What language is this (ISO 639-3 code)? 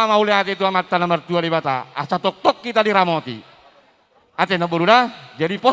bbc